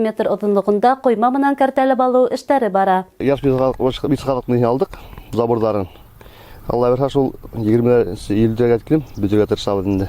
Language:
Bashkir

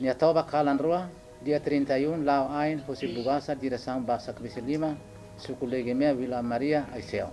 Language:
Tetum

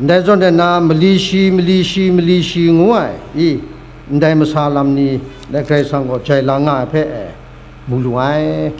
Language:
Kachin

